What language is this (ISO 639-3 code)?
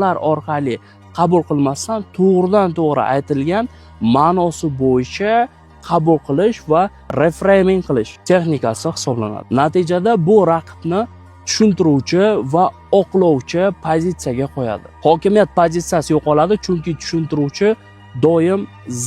uzb